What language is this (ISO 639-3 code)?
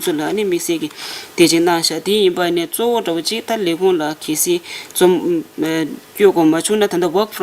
bod